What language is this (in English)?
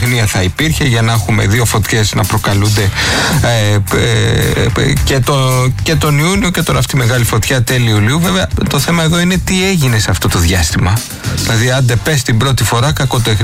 Greek